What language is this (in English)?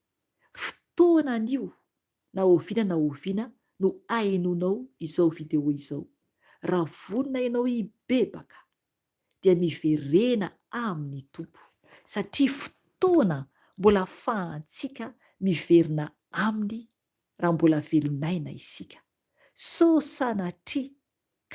Malagasy